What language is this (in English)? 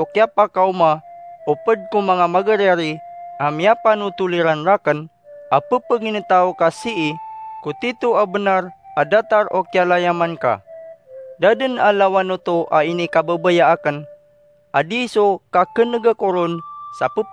Maranao